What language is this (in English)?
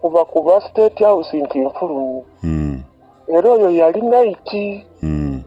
Ganda